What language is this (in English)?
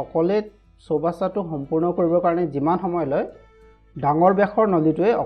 Assamese